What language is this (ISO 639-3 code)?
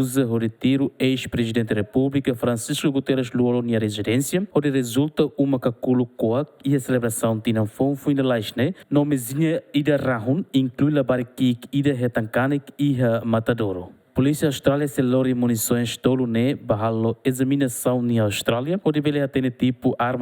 tet